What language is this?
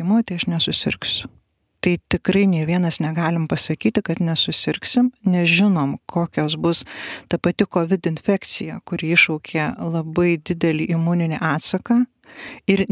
Lithuanian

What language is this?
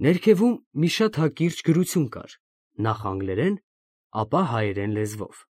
Armenian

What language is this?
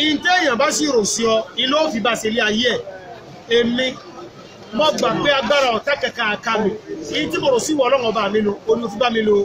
Yoruba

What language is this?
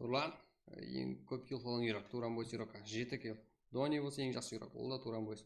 Kara-Kalpak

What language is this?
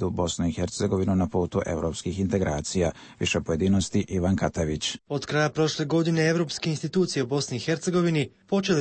Serbian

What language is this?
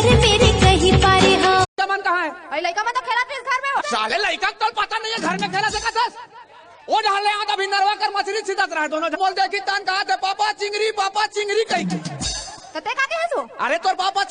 Chhattisgarhi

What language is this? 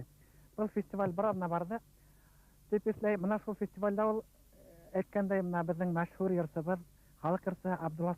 Bashkir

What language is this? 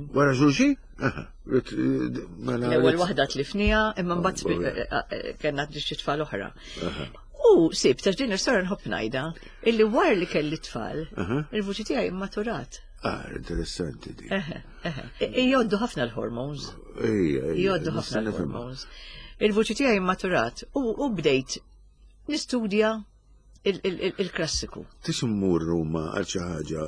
Maltese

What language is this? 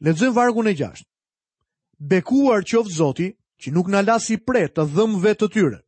Albanian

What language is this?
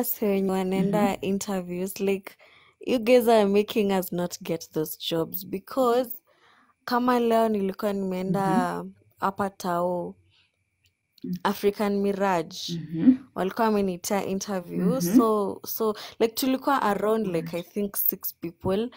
Swahili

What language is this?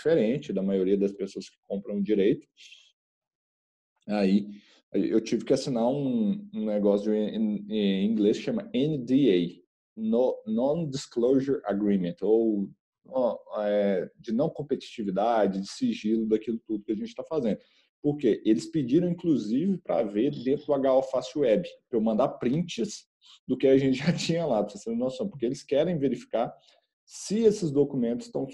Portuguese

